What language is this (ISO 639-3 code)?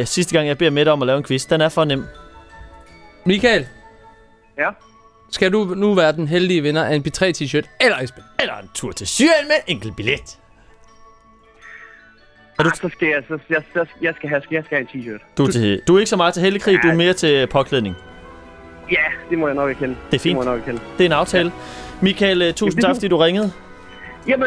dan